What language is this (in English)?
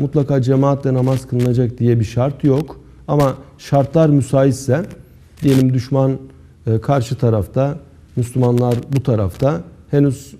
Turkish